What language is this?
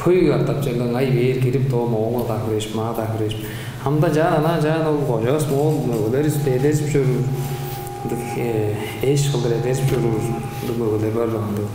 Tuvinian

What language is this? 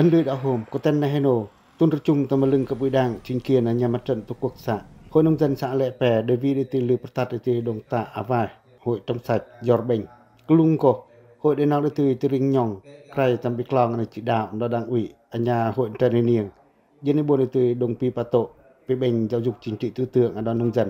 Pacoh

